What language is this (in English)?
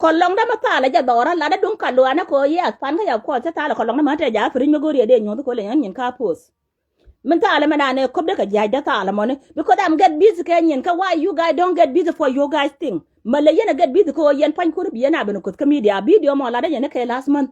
Nuer